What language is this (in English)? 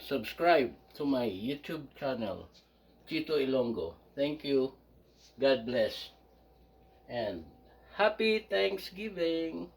Hiligaynon